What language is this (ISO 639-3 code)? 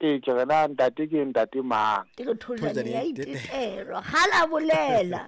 sot